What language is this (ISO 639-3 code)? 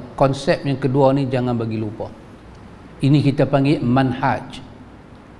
msa